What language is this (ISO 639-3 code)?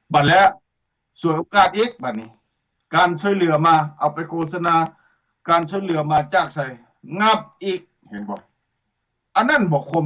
lao